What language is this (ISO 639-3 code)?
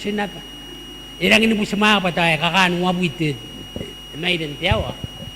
gil